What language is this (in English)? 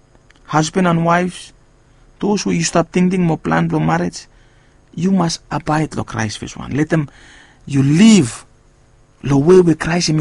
Bislama